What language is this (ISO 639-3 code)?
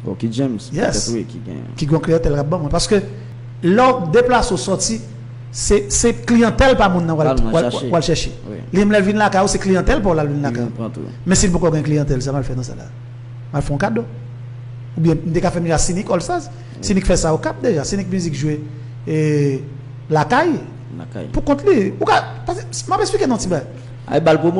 hat